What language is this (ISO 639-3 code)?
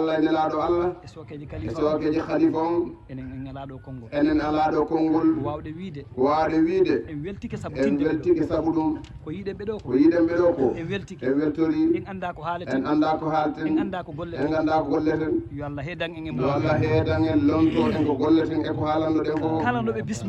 ful